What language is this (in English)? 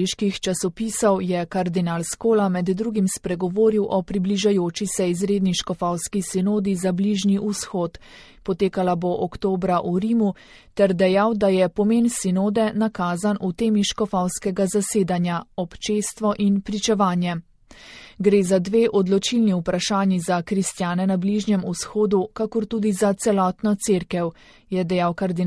Slovenian